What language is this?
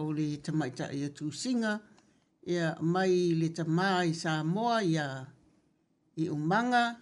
Samoan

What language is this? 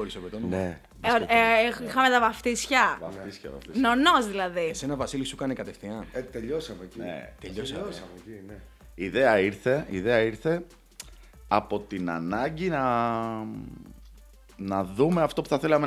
Greek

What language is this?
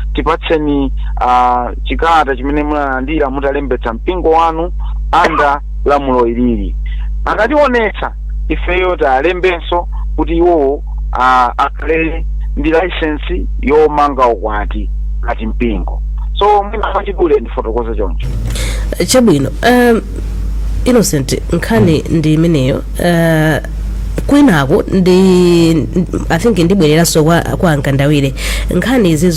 Nyanja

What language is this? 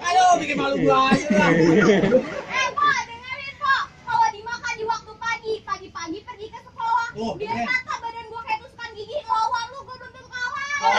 Betawi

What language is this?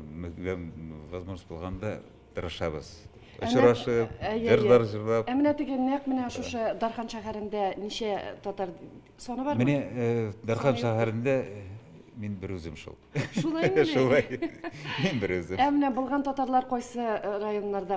Tatar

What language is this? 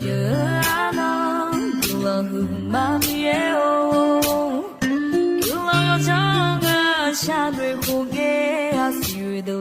Akha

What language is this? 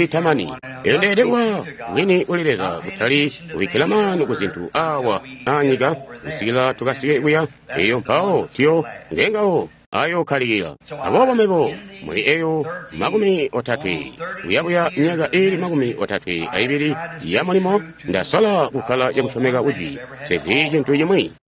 Tonga (Zambia)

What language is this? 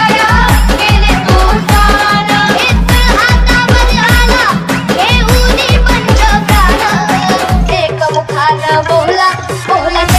Marathi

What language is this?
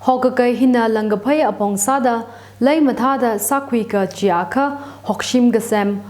Tangkhul Naga (India)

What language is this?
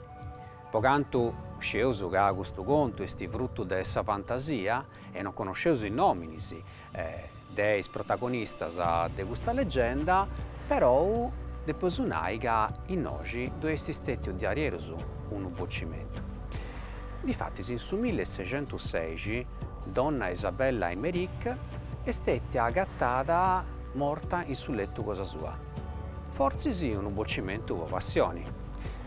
Sardinian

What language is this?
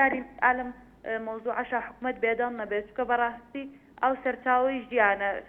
Central Kurdish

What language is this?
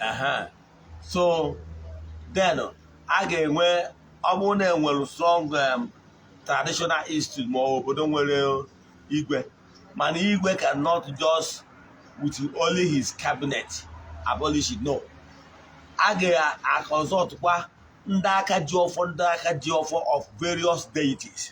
Igbo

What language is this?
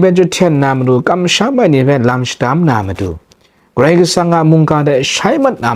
Kachin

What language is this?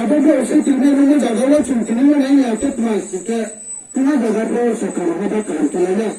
Riang (India)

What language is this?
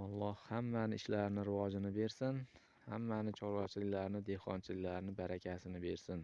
Uzbek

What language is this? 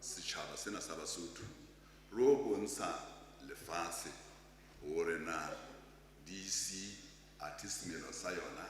Southern Sotho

